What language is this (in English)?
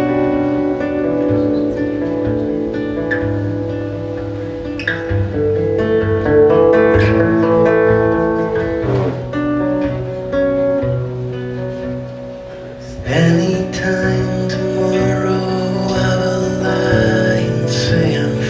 English